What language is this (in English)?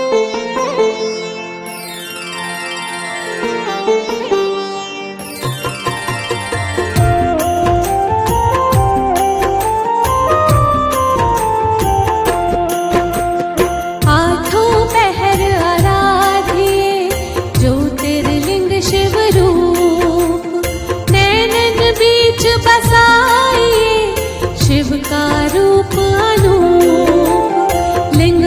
Hindi